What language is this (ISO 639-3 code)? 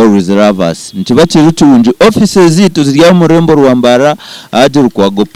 nyn